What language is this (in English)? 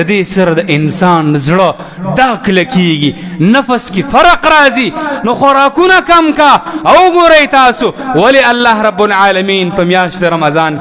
Pashto